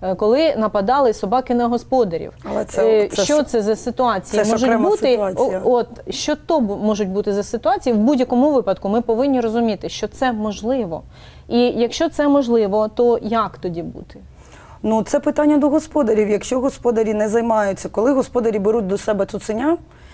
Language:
Ukrainian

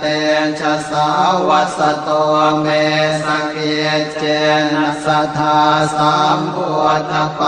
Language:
Pali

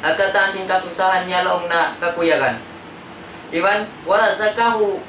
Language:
Tausug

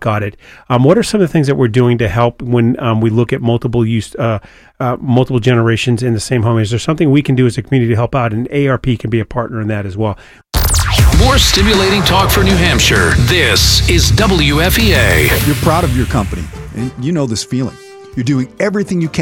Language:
English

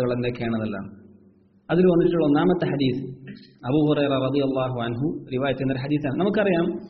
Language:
Malayalam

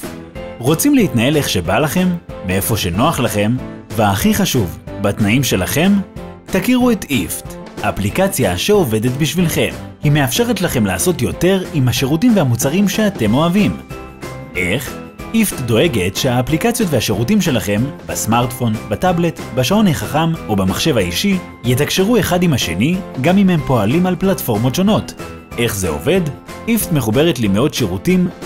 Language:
Hebrew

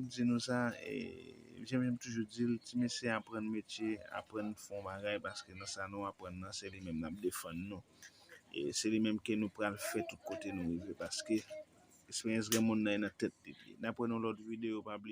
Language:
Haitian Creole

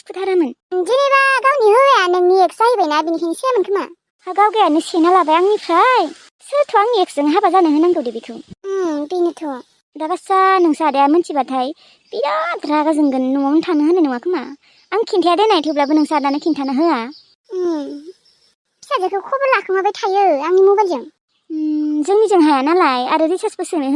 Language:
Bodo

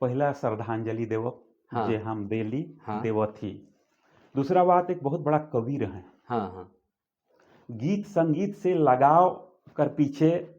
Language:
Sadri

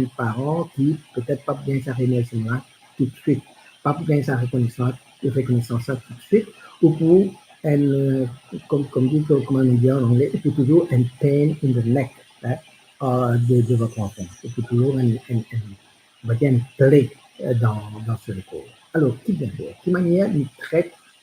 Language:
Morisyen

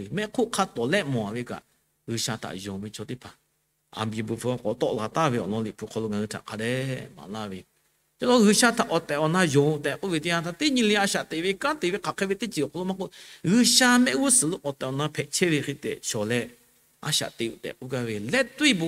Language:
Lahu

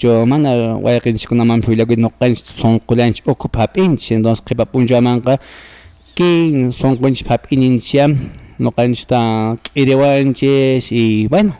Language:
Quechua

